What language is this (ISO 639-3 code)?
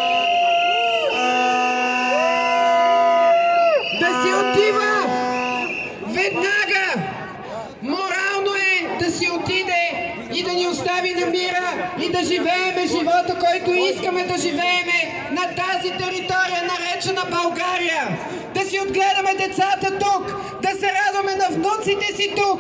bul